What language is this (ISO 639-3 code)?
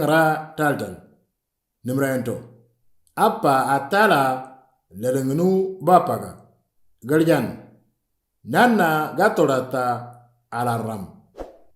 mor